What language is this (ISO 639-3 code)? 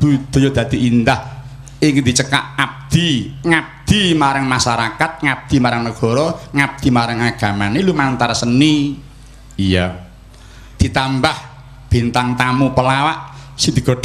jav